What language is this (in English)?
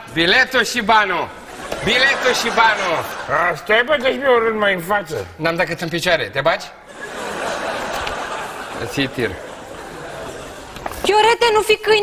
Romanian